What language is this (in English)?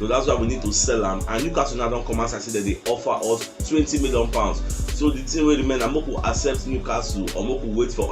Nigerian Pidgin